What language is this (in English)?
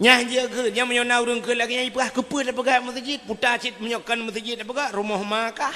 Achinese